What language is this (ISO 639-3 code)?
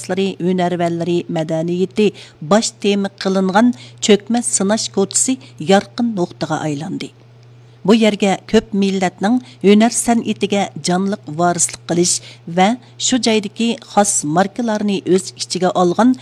uig